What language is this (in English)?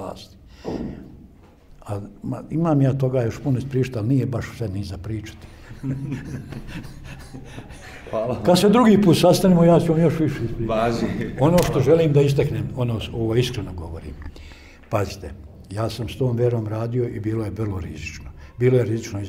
Bosnian